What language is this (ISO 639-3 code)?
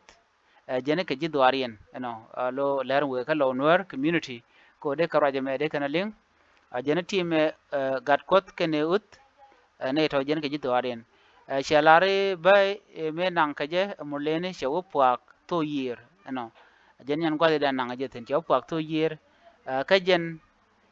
nus